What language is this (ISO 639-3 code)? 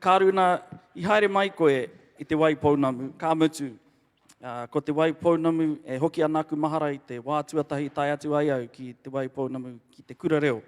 mri